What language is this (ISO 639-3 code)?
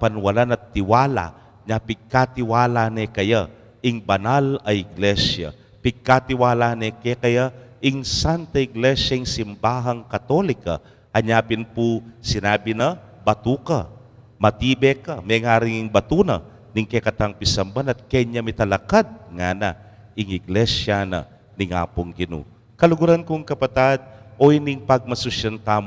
pam